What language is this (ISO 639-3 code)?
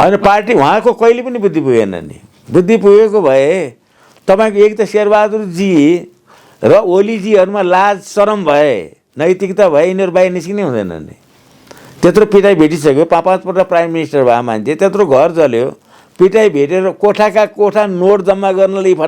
nep